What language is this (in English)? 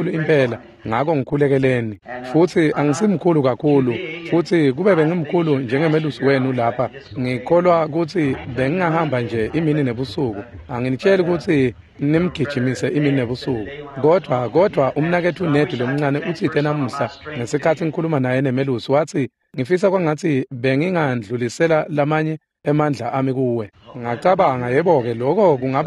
Swati